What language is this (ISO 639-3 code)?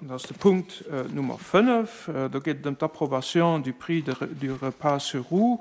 ltz